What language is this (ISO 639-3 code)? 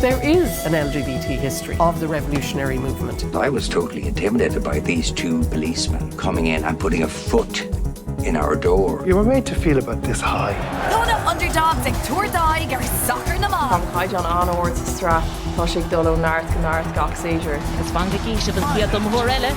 gle